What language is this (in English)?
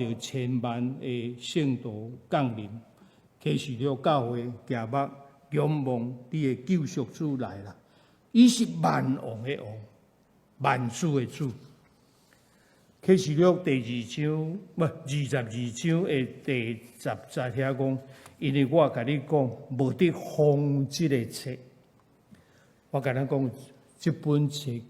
Min Nan Chinese